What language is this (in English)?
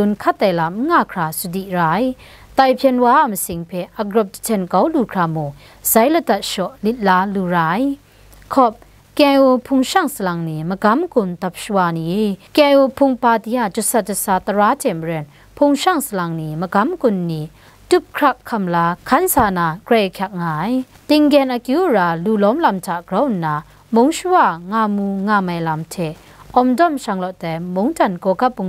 Kachin